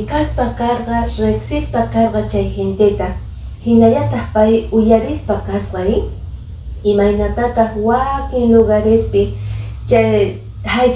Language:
Quechua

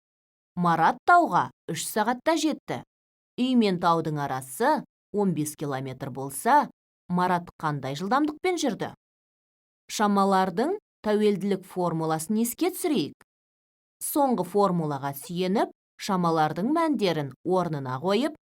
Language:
Kazakh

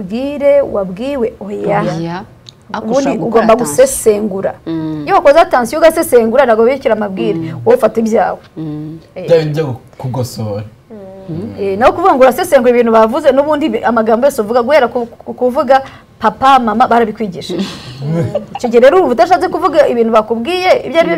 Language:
Kinyarwanda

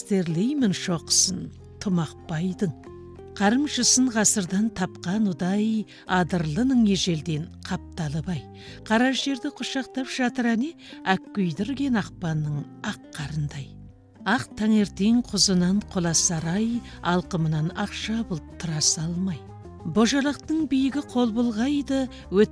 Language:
Kazakh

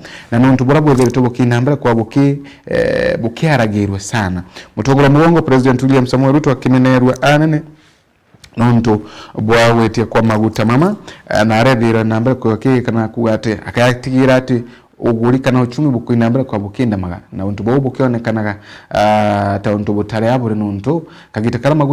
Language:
Meru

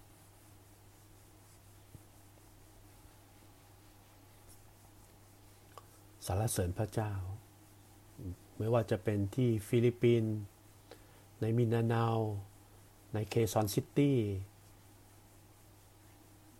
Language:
Thai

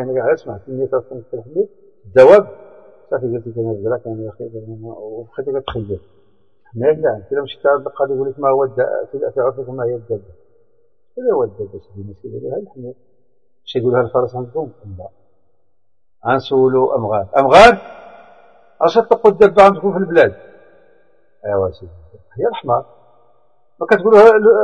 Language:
Arabic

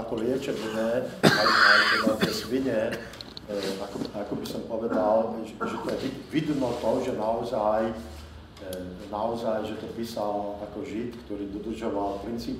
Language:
Slovak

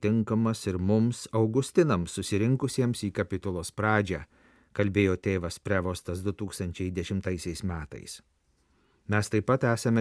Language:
Lithuanian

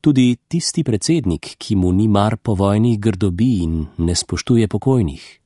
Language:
Slovenian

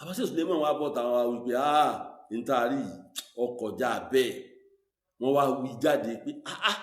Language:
Yoruba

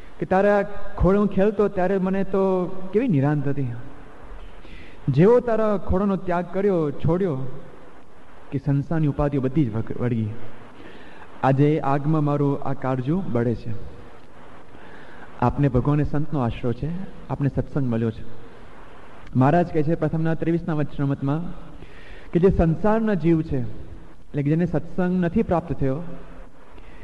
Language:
Gujarati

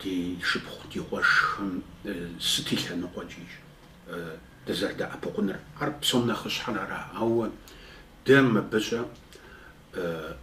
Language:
Kabardian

